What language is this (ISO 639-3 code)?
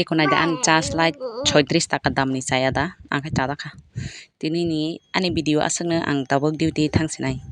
trp